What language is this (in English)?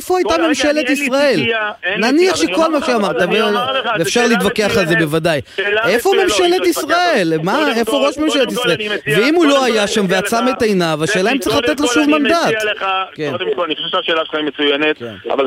Hebrew